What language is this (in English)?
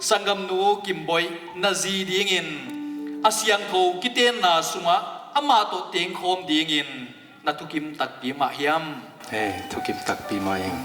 Tedim Chin